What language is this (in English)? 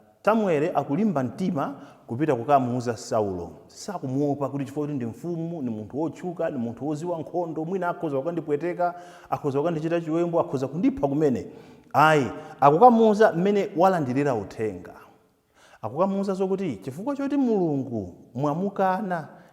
Nyanja